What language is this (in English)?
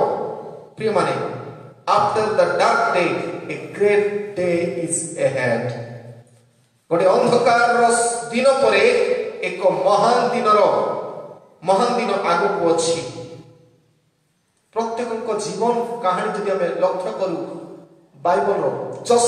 Odia